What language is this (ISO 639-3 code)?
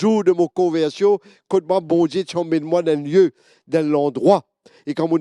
mfe